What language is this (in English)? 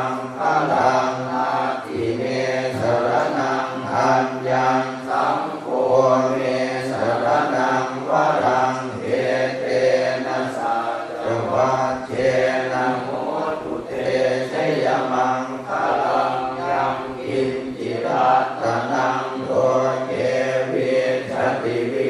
Pali